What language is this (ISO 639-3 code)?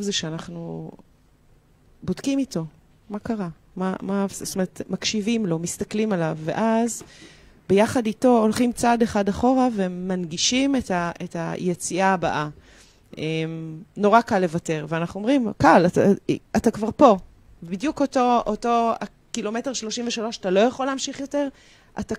heb